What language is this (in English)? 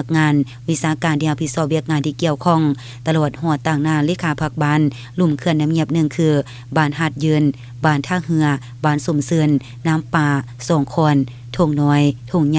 Lao